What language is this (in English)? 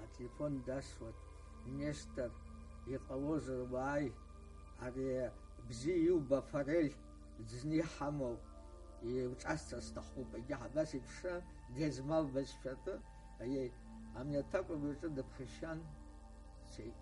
Abkhazian